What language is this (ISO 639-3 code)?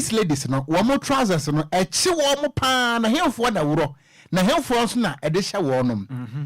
aka